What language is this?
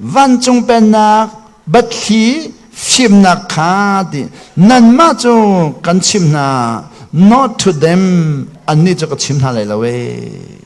Hakha Chin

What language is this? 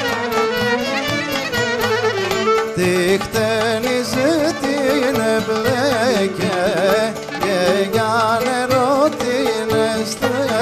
Greek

